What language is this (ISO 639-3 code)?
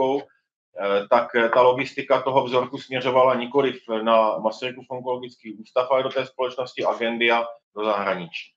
ces